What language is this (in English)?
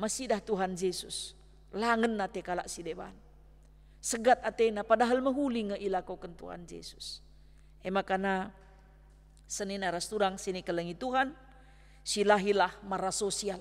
Batak Karo